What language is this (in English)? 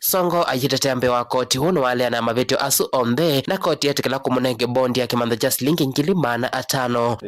Kamba